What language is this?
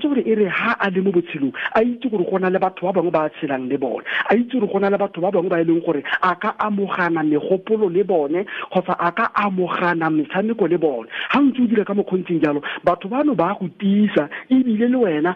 Tswana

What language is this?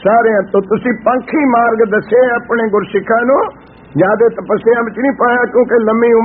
Punjabi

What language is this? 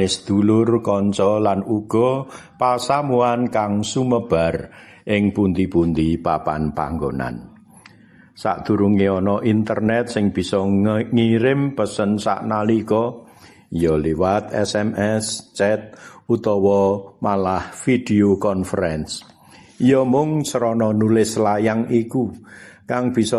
Javanese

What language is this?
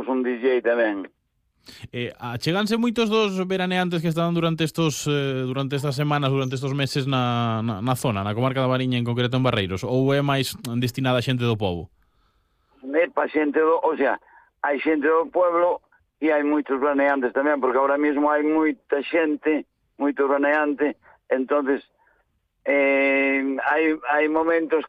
Galician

